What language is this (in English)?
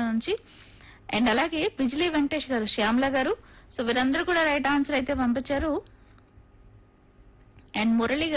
Telugu